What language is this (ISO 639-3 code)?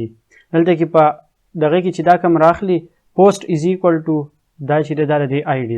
pus